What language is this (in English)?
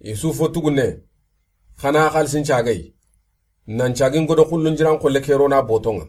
Soninke